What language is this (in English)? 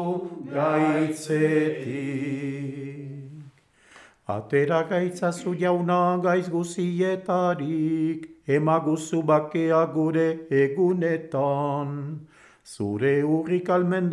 Basque